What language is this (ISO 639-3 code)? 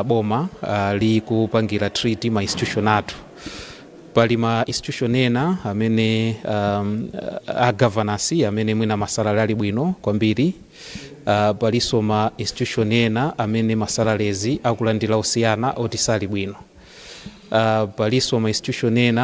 nya